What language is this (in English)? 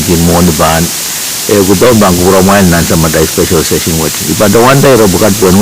Pohnpeian